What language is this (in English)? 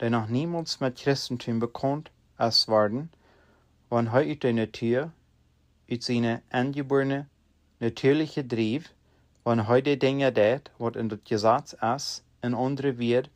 Plautdietsch